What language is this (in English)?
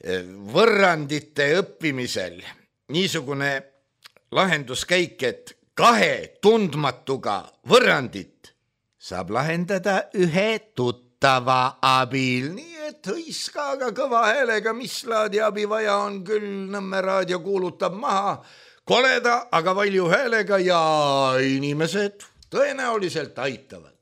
Estonian